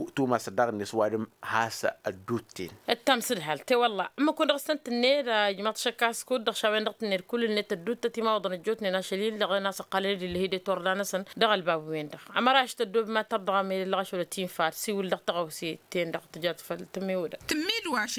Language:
Tamasheq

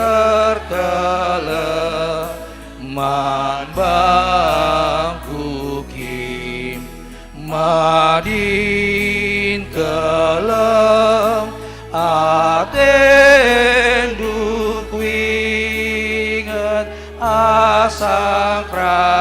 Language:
Batak Karo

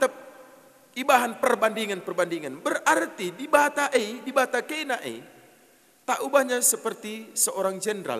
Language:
Batak Karo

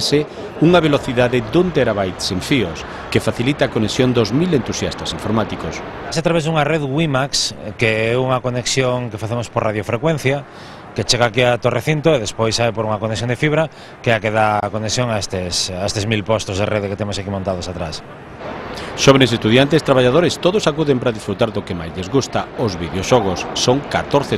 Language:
Galician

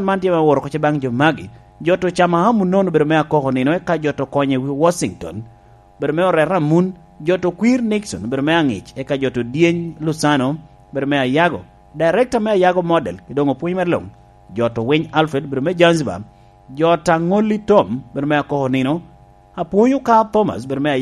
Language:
Lango (Uganda)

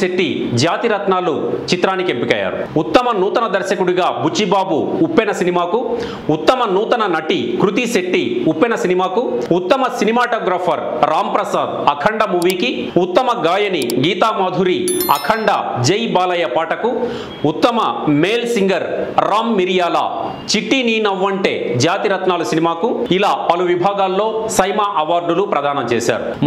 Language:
Telugu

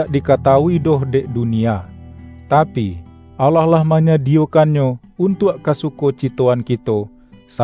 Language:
Minangkabau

